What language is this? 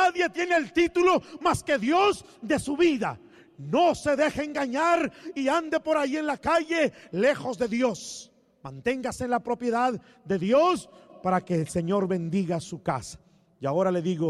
Spanish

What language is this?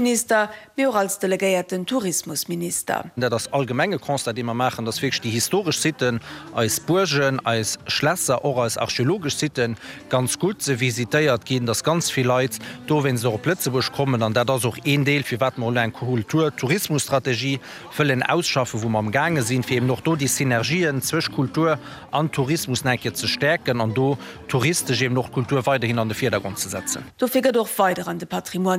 Luxembourgish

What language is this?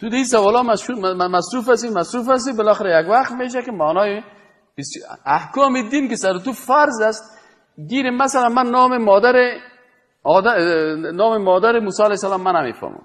Persian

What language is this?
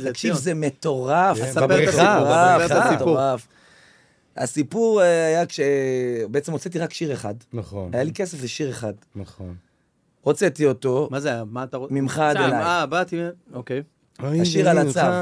Hebrew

